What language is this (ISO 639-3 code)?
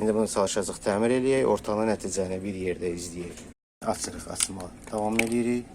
aze